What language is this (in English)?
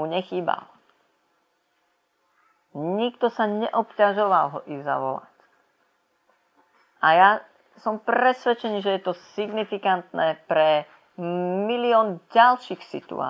Slovak